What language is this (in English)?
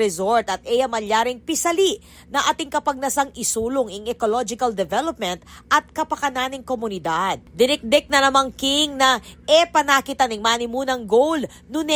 Pampanga